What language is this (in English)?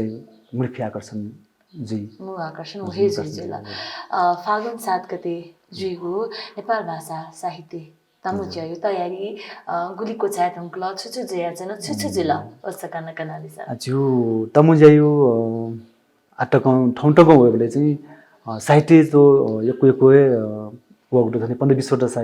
Newari